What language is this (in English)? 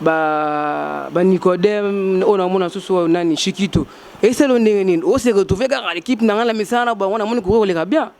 Lingala